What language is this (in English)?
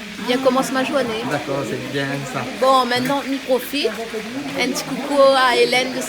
Réunion Creole French